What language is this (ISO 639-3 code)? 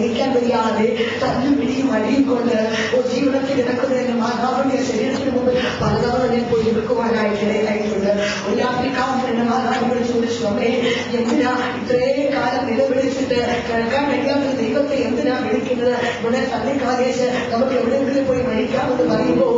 mal